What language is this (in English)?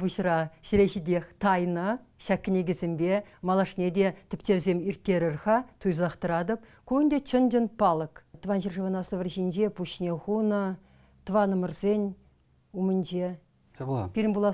Chuvash